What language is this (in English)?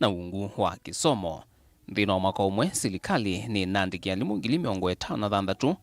Kamba